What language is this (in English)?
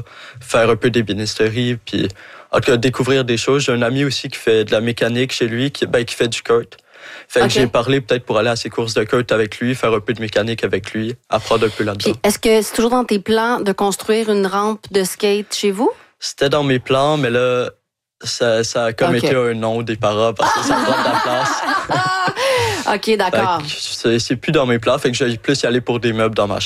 French